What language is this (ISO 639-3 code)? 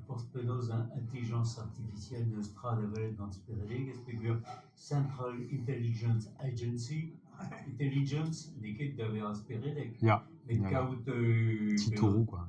bre